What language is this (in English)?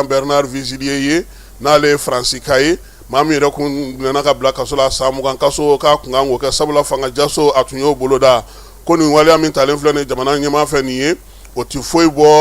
Bambara